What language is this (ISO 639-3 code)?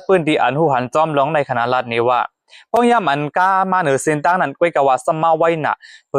shn